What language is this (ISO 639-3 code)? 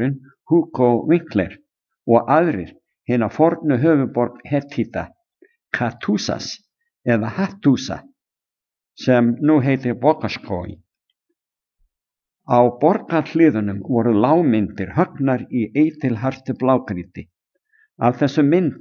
isl